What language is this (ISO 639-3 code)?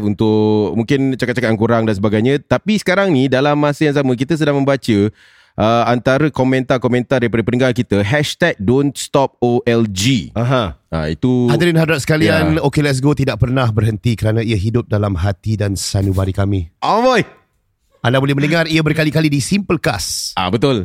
msa